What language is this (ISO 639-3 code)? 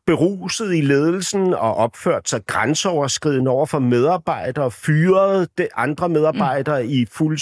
dan